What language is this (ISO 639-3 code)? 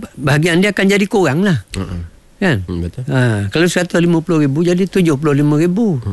msa